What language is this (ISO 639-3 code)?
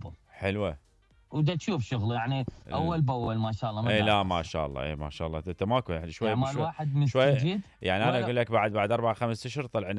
acm